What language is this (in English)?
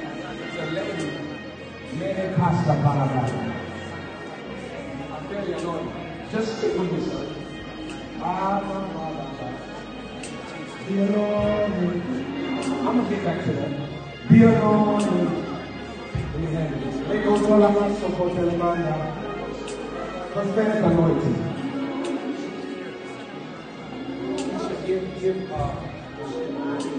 English